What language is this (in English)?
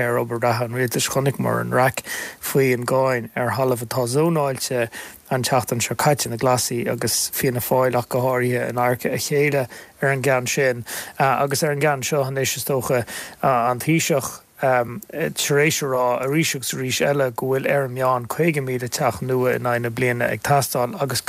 Irish